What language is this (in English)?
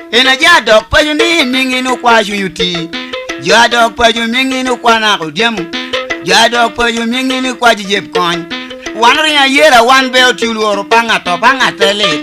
Lango (Uganda)